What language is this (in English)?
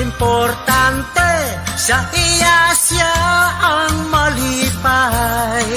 Hiligaynon